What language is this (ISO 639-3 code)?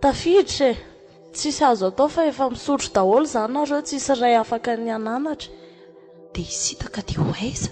mlg